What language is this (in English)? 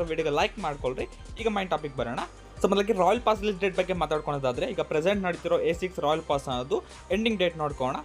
Kannada